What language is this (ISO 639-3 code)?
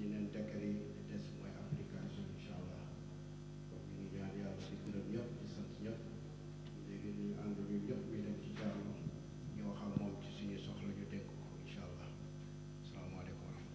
wol